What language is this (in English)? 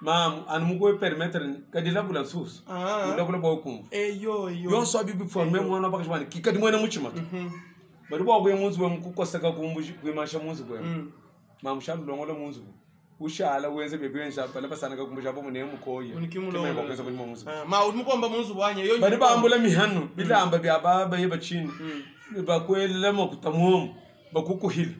Luba-Lulua